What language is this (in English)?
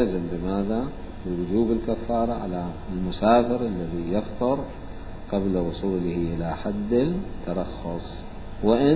Mesopotamian Arabic